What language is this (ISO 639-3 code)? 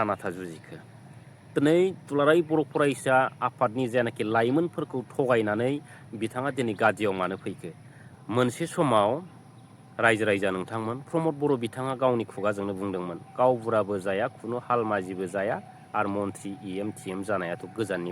brx